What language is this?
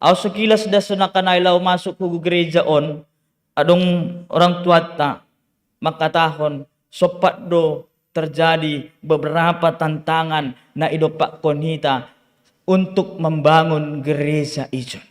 Batak Simalungun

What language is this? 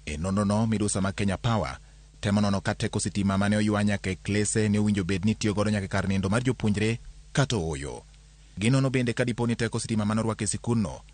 Luo (Kenya and Tanzania)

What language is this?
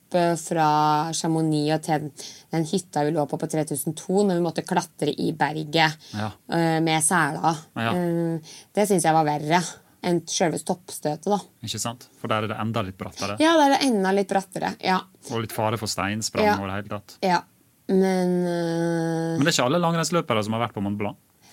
Norwegian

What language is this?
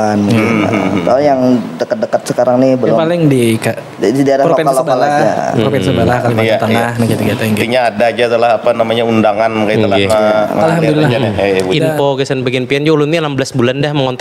Banjar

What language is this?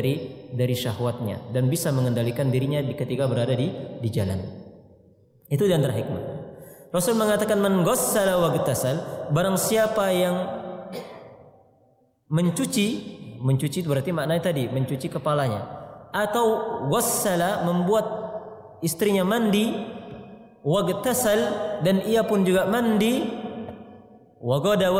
Indonesian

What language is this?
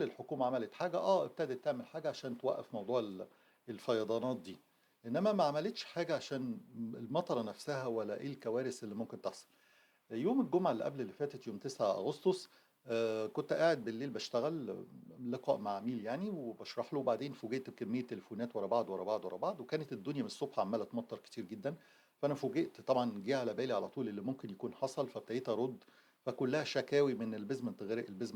Egyptian Arabic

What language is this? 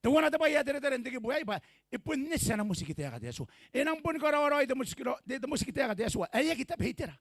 Gilbertese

